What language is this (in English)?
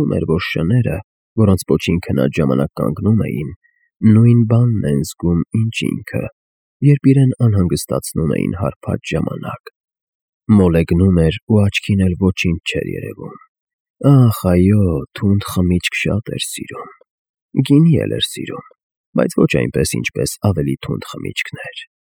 Armenian